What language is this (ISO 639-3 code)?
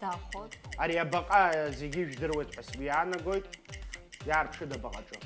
abk